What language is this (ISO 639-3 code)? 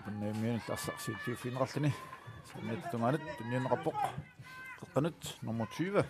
kal